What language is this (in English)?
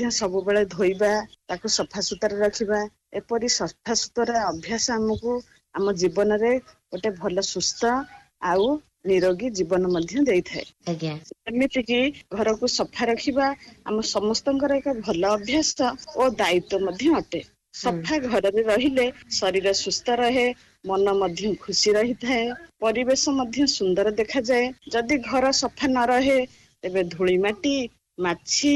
Odia